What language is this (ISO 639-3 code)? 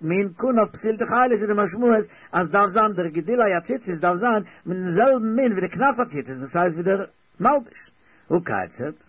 yid